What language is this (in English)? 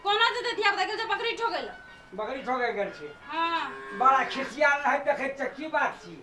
Maithili